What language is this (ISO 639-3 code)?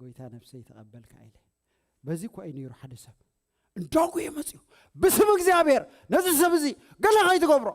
tir